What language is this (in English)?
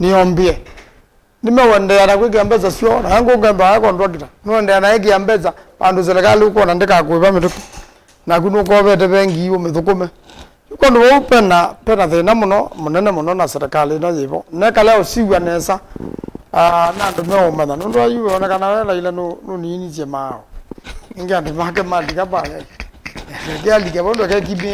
Kamba